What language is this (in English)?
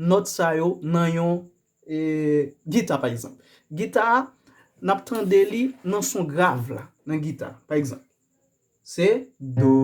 Haitian Creole